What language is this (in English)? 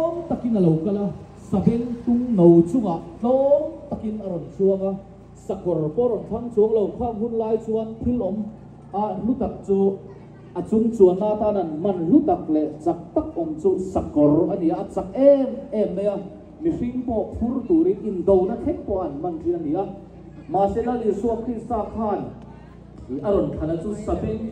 Mizo